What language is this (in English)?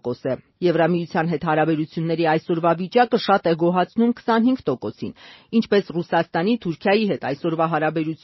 Armenian